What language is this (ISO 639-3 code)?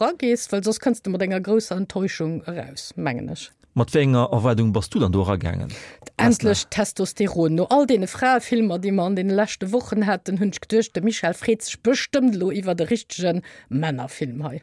ltz